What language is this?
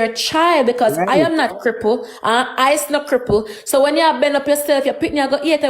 Jamaican Creole English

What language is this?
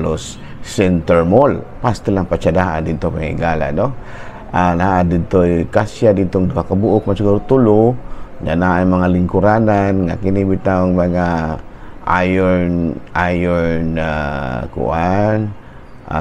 Cebuano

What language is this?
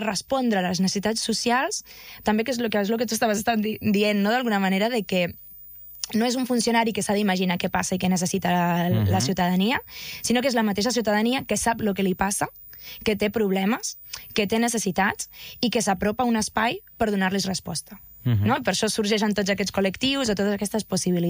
Catalan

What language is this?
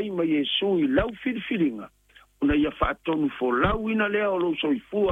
Samoan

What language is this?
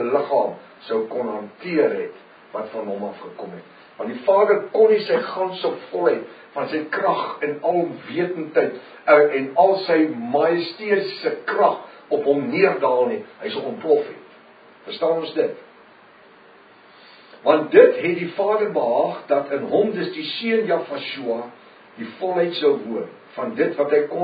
Afrikaans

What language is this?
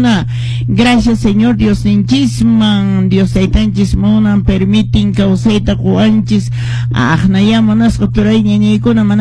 Quechua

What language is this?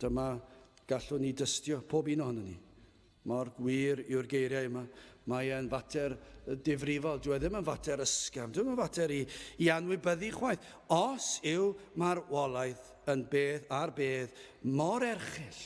Welsh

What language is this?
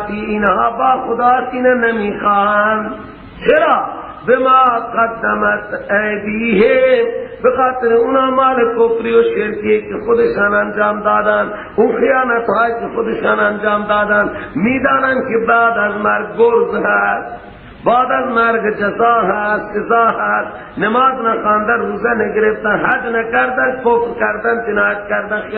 Persian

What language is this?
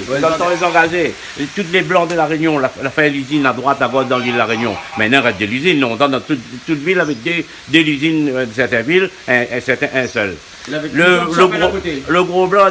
Réunion Creole French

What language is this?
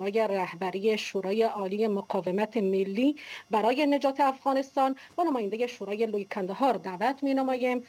Persian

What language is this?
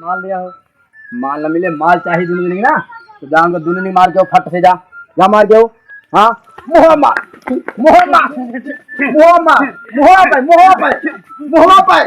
Awadhi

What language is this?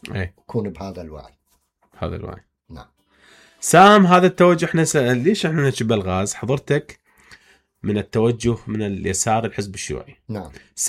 Mesopotamian Arabic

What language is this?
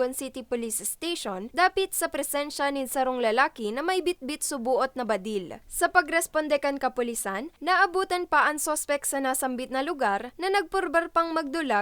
Bikol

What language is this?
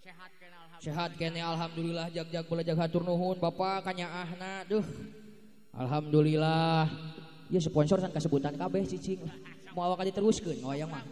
Sundanese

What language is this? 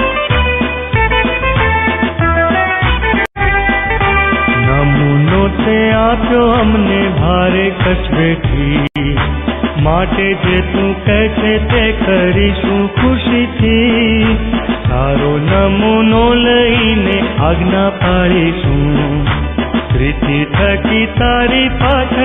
Gujarati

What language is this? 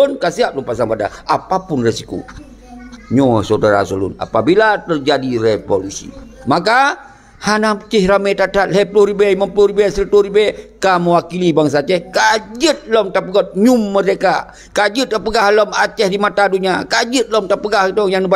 Achinese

